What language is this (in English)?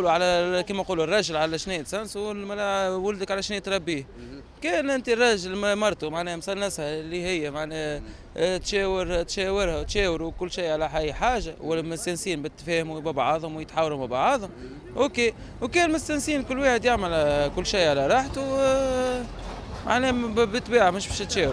Tunisian Arabic